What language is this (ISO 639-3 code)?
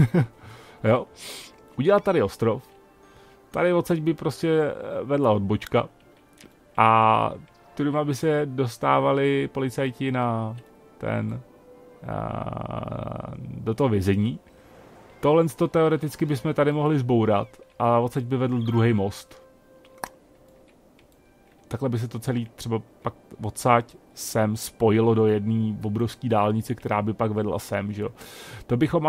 ces